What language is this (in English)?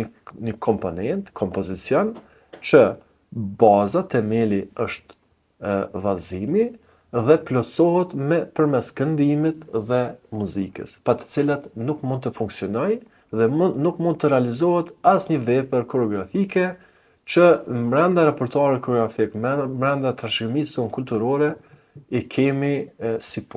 Albanian